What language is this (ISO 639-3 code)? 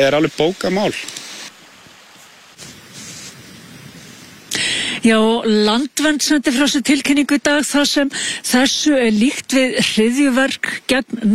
isl